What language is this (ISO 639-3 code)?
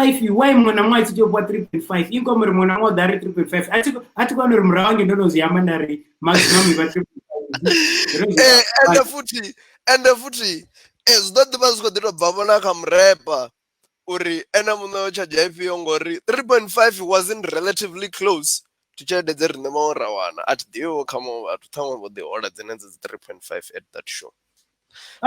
ven